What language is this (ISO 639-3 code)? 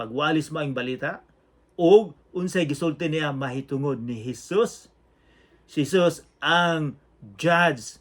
ceb